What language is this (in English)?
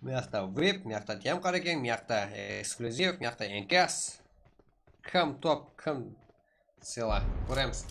Kara-Kalpak